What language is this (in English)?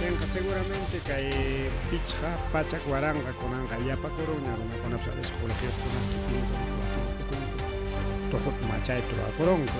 Ayacucho Quechua